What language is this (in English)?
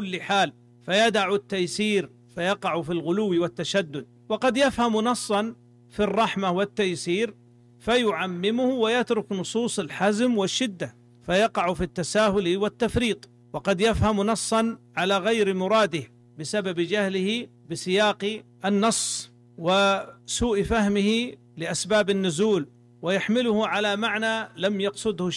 Arabic